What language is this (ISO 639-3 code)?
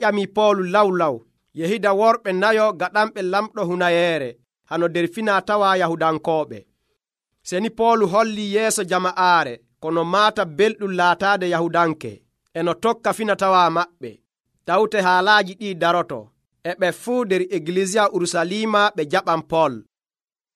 fuv